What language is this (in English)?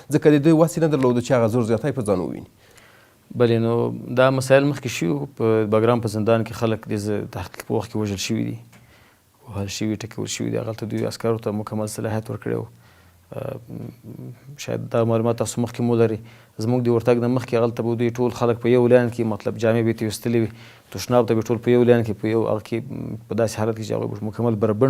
Pashto